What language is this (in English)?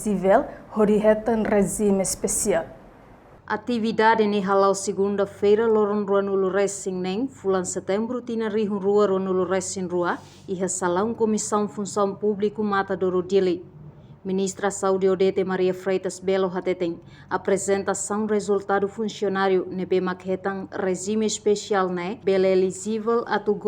Tetum